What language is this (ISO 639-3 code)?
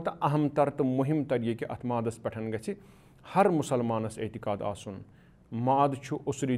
kas